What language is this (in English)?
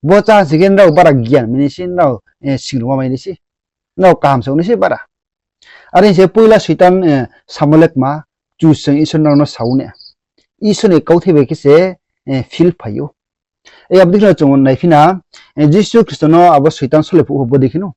Riang (India)